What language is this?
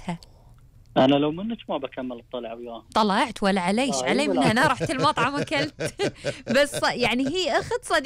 Gulf Arabic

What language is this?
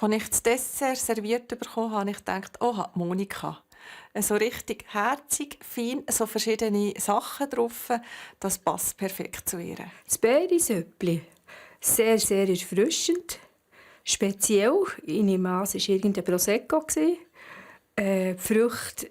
Swiss German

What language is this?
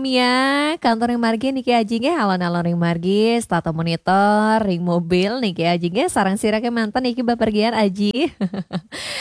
Balinese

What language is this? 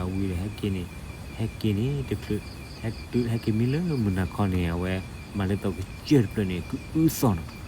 S'gaw Karen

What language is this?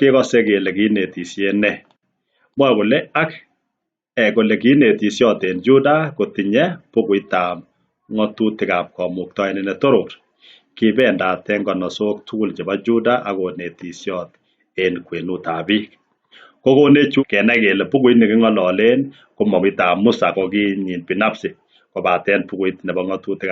Kalenjin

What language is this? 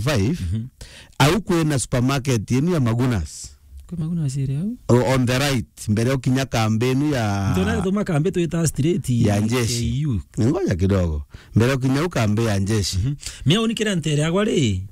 Meru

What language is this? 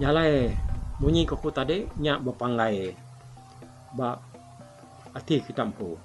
Iban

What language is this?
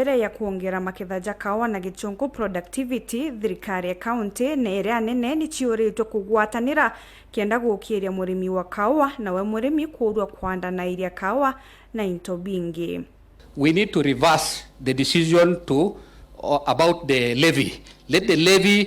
Meru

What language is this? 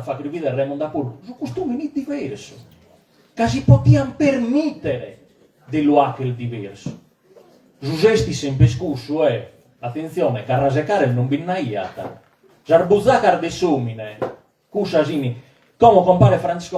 Sardinian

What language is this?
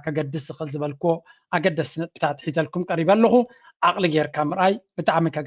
Tigrinya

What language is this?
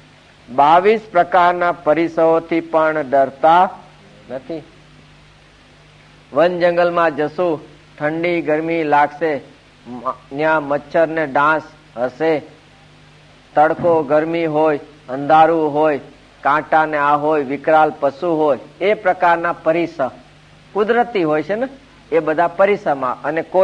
Gujarati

